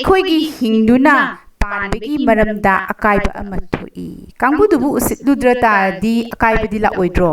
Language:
Manipuri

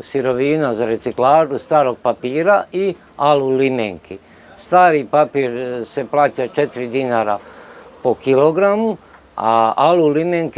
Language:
Serbian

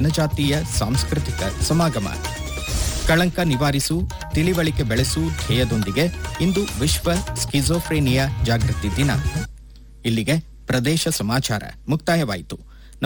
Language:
Kannada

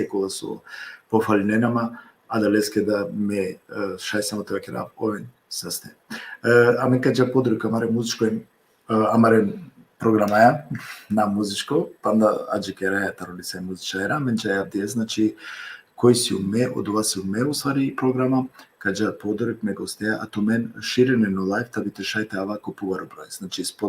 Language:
Balkan Romani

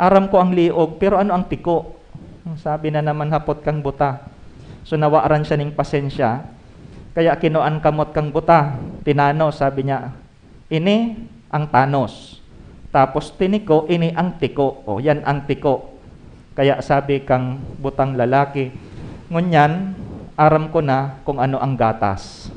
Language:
Bikol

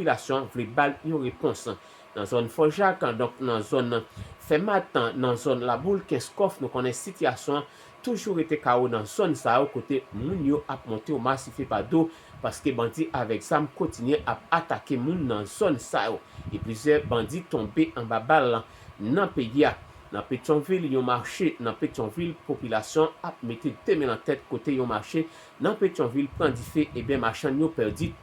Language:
Haitian Creole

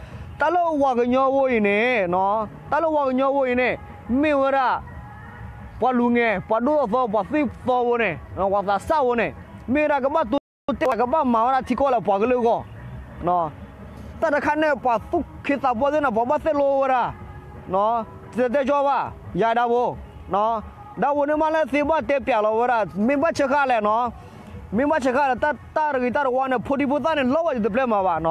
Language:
S'gaw Karen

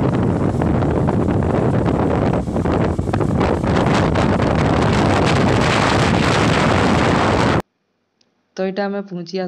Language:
Sambalpuri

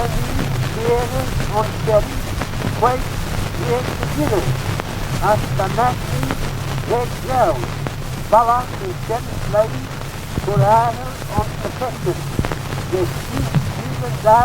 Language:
Manx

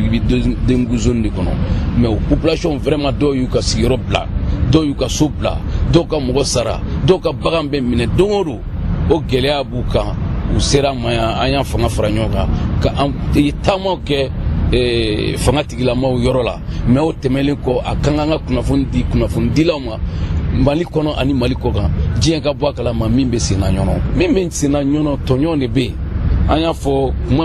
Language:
Bambara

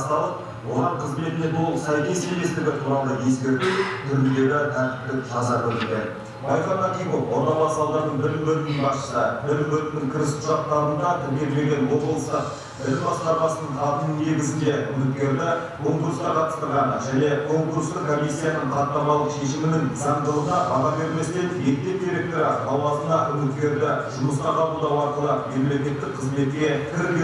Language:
Kazakh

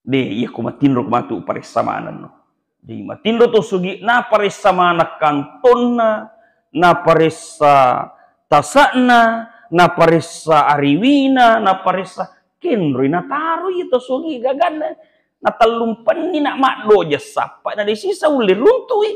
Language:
Buginese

